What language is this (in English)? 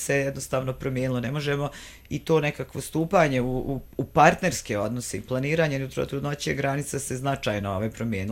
Croatian